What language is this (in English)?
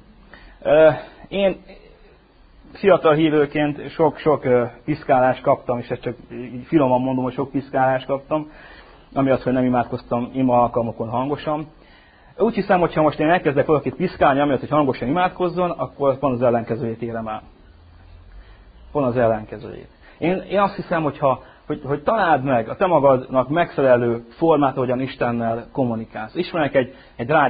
Hungarian